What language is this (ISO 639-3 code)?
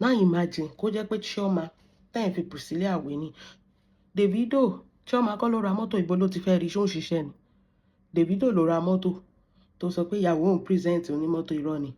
yor